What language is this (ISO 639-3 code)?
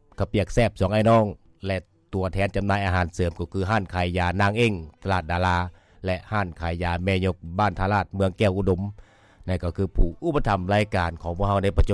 lao